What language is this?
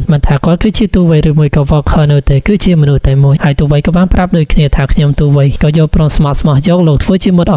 Khmer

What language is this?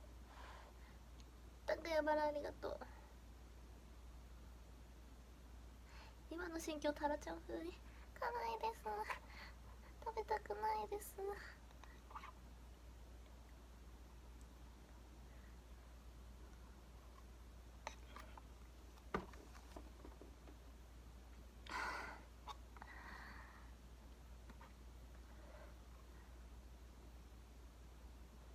Japanese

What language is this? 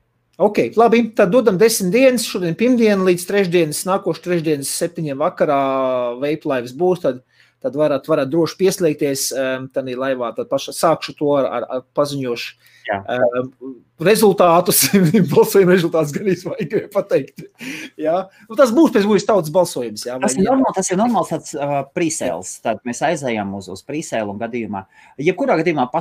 Latvian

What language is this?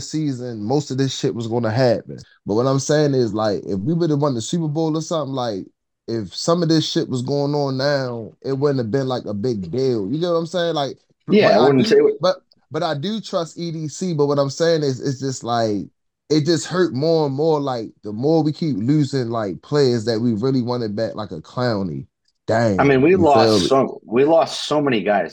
English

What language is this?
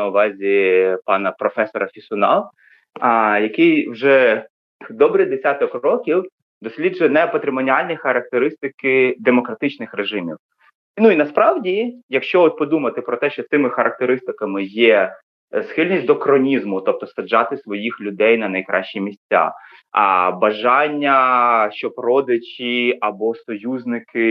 Ukrainian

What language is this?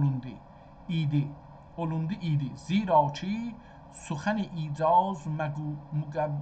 South Azerbaijani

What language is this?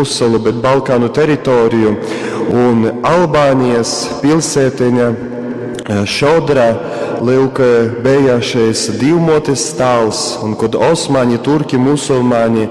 Latgalian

